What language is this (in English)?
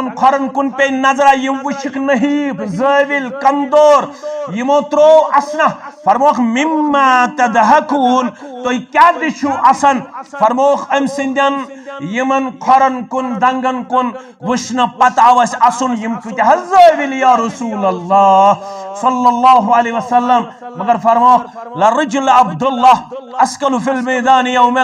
Kashmiri